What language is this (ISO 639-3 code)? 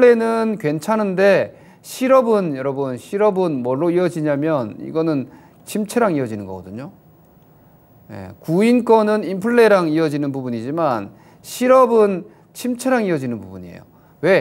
kor